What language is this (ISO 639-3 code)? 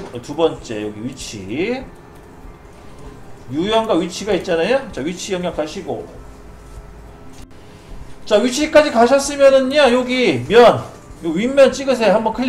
kor